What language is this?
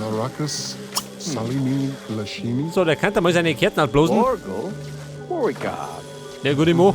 Bavarian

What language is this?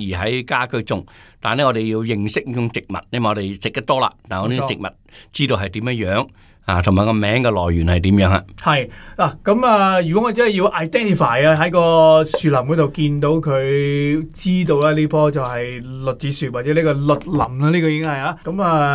Cantonese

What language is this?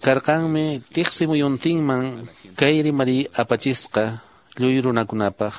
Quechua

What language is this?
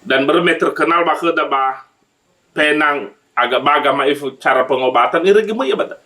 Nias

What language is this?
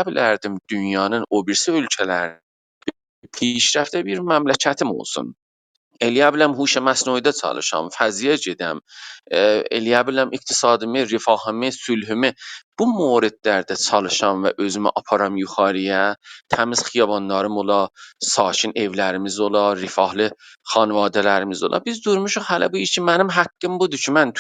South Azerbaijani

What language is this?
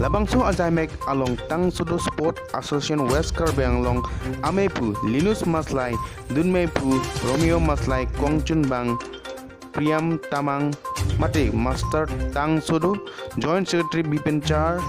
Karbi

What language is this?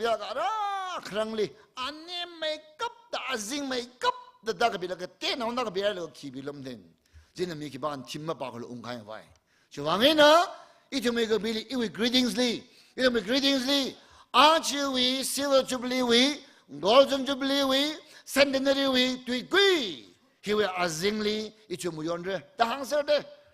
Tangkhul Naga (India)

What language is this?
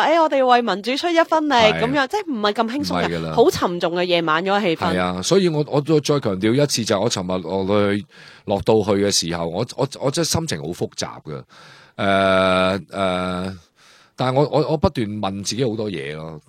Cantonese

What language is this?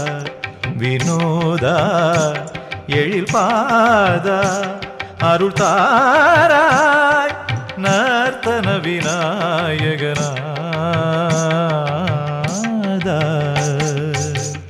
Tamil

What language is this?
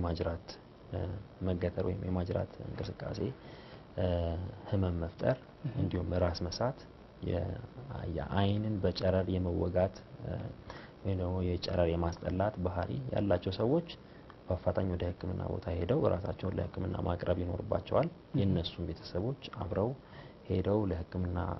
Amharic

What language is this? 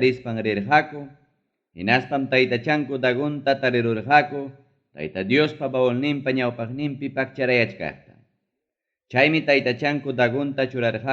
Ayacucho Quechua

